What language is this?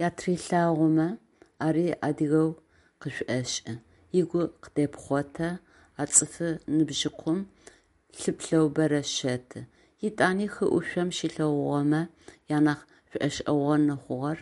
Adyghe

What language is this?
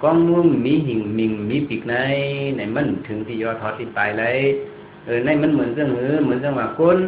Shan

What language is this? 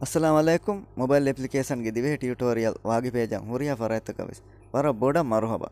Divehi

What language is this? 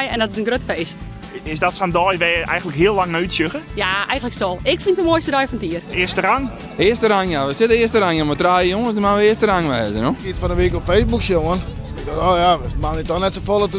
Western Frisian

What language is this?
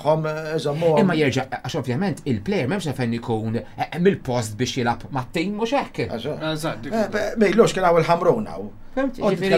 Maltese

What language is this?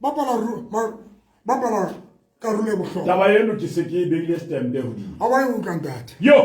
Southern Sotho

